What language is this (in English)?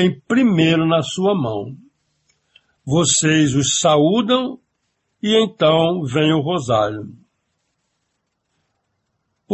Portuguese